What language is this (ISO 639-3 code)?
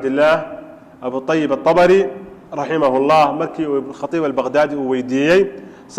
som